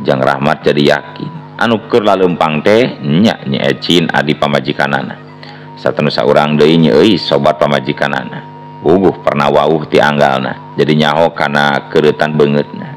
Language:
Sundanese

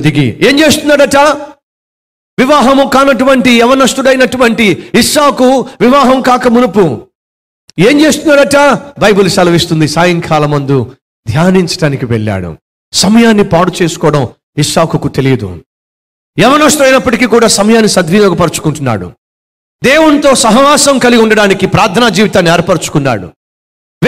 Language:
Telugu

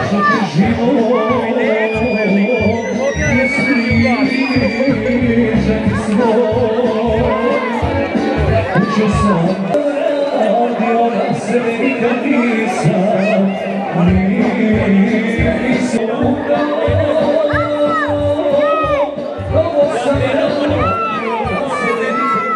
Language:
Croatian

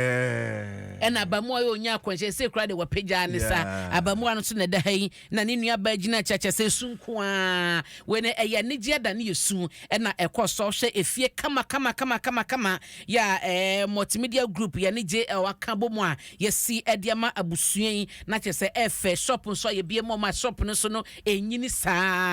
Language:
Akan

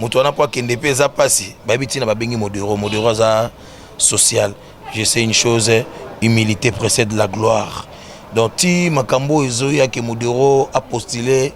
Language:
Lingala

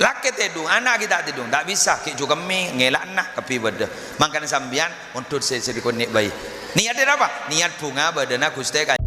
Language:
Madurese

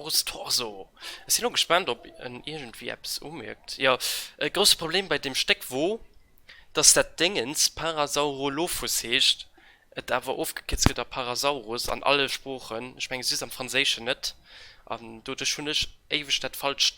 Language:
Luxembourgish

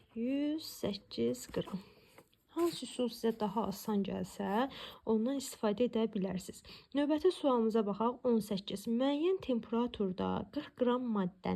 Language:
Azerbaijani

